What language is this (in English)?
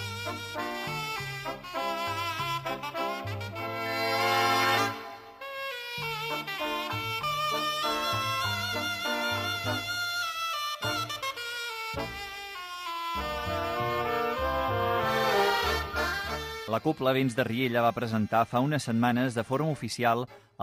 Catalan